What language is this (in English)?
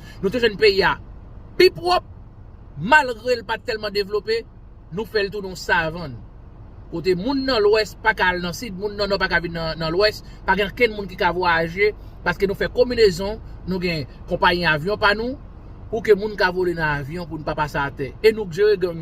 Haitian Creole